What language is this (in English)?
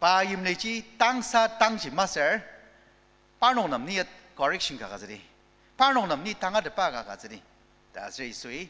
Ao Naga